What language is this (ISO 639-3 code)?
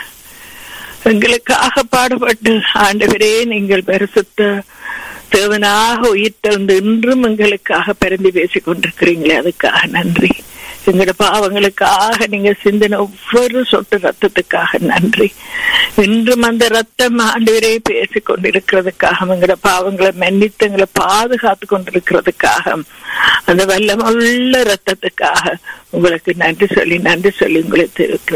tam